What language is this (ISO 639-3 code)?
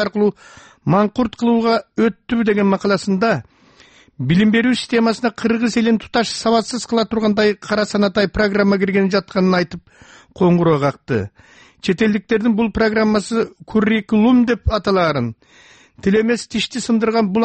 kir